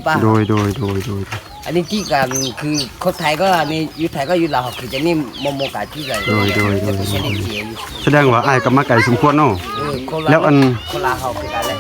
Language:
Northeastern Thai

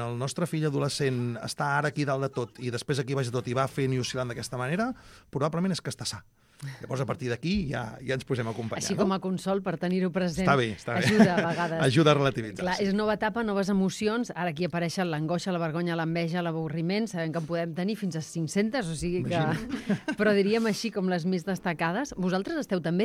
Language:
Catalan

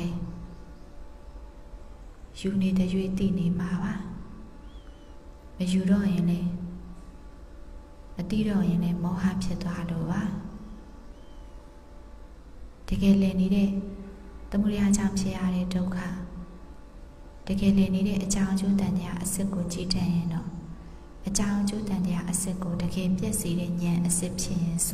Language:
Burmese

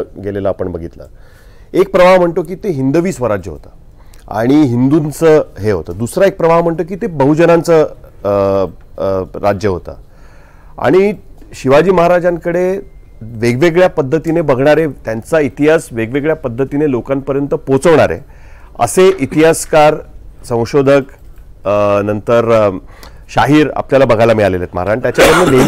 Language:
Marathi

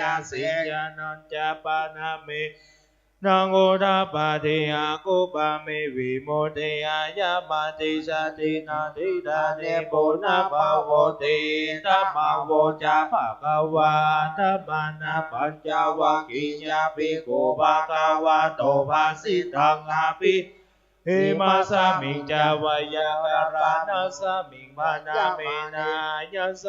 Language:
Pali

